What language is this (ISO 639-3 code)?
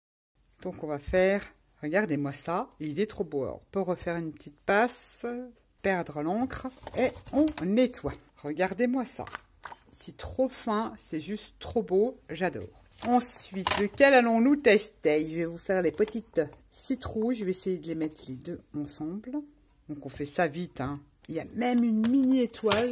fra